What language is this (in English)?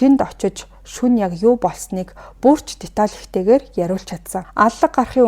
Mongolian